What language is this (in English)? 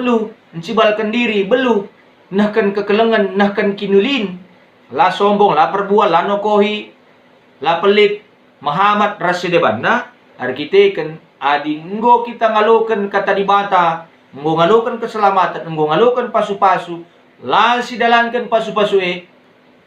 Batak Karo